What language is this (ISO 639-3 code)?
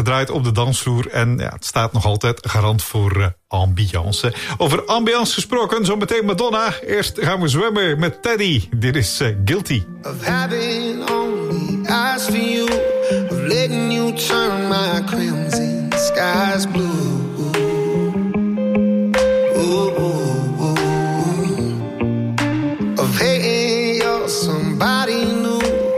nld